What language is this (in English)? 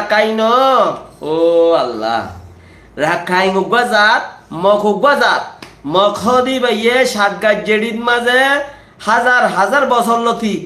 Rohingya